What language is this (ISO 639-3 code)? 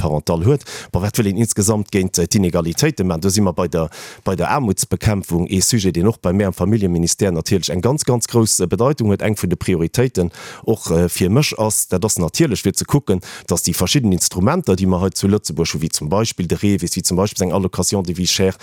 ltz